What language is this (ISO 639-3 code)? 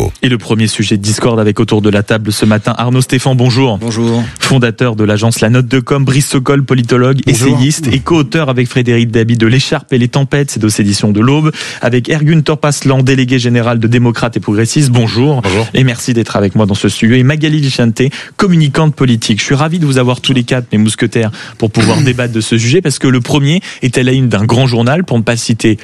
fra